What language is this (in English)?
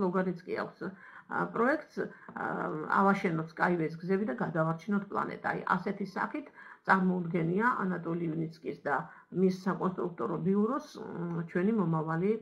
Georgian